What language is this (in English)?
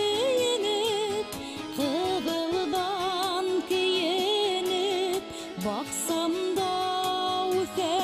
Bashkir